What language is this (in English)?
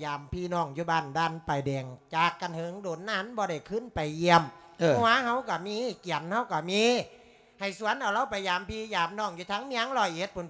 Lao